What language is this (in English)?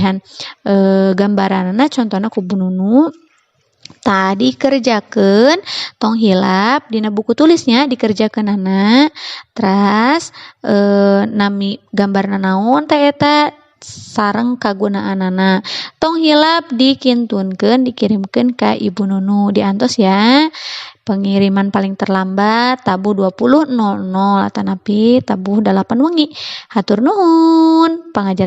Sundanese